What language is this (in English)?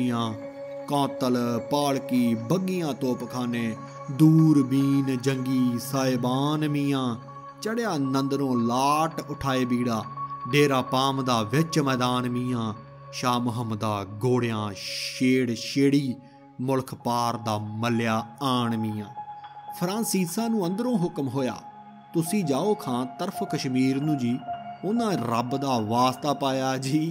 Punjabi